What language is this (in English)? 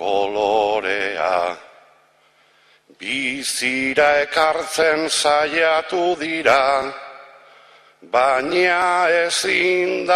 Basque